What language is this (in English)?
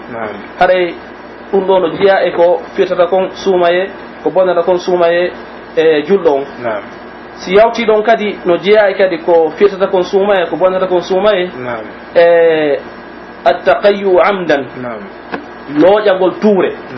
Pular